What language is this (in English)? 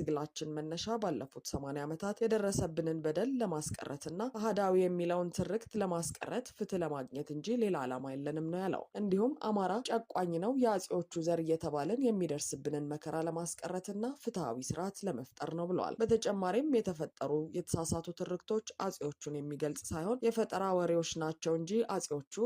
Amharic